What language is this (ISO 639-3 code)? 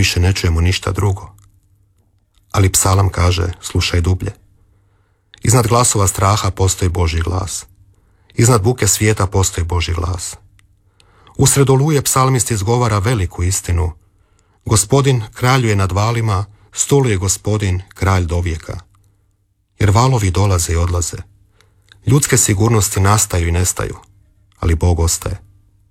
hrv